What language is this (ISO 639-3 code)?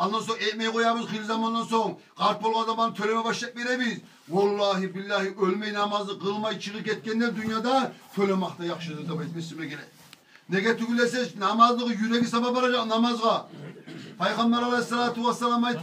kum